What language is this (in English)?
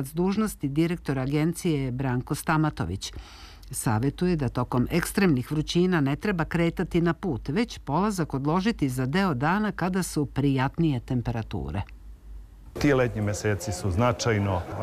Serbian